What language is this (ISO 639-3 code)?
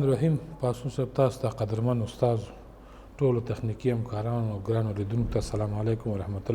pus